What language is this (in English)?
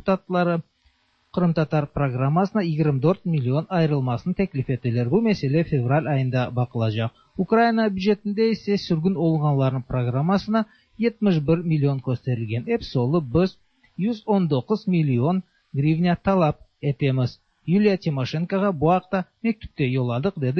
Tatar